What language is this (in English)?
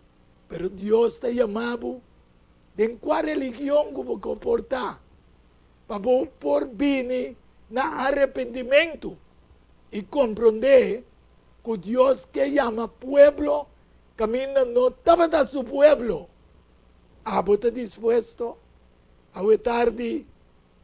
Papiamento